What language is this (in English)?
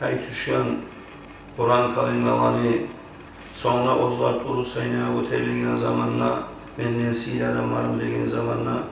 Kumyk